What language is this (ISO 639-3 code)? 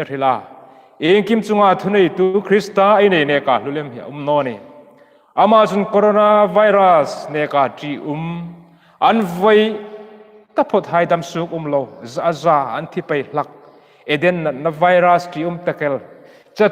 hmr